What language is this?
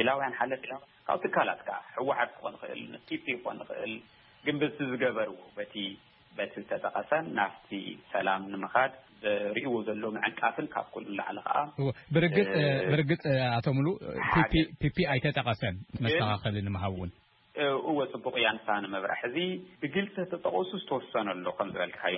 Tigrinya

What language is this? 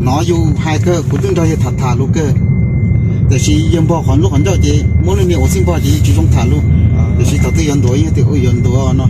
Hmong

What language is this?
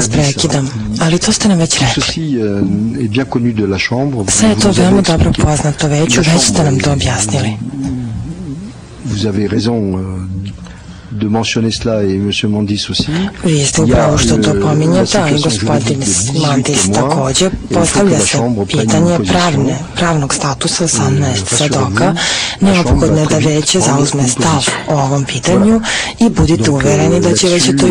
Serbian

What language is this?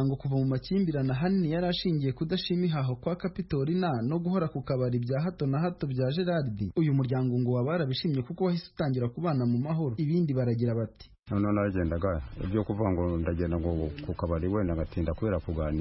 Kinyarwanda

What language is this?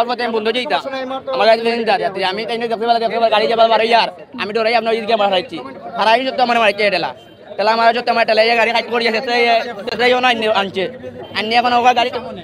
Sylheti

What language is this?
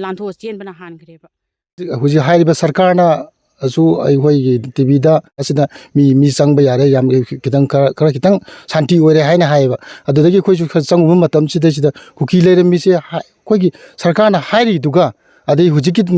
Manipuri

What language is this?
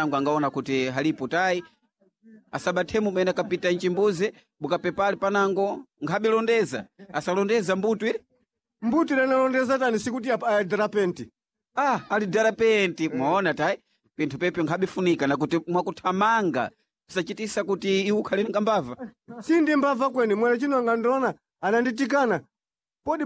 Sena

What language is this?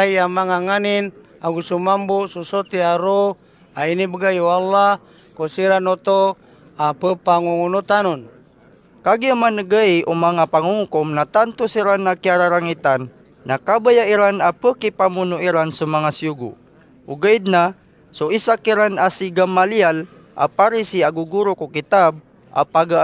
Maranao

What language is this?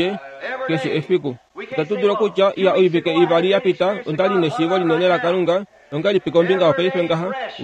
Kuanyama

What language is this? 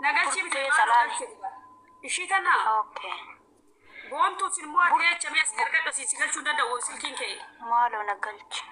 Oromo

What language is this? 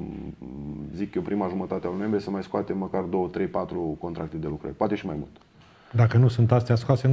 Romanian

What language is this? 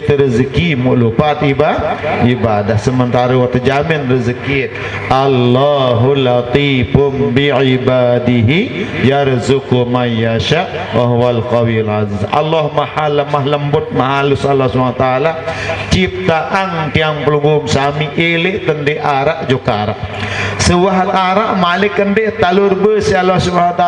Sasak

